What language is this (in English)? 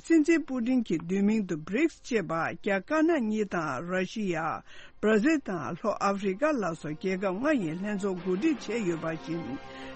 Tibetan